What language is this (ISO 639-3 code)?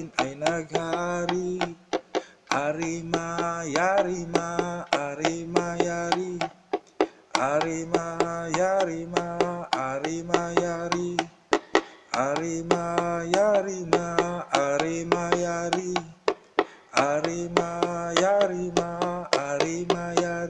fil